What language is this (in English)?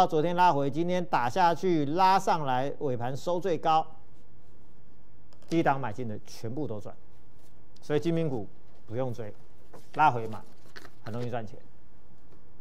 Chinese